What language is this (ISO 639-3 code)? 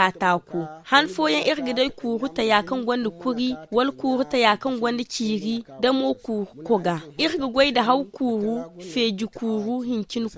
dje